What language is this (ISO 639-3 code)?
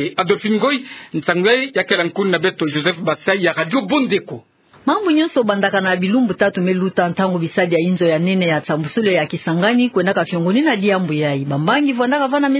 ktu